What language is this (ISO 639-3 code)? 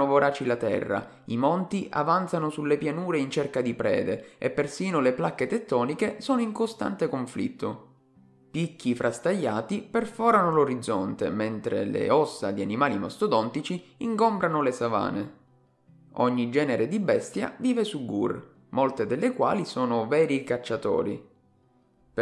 ita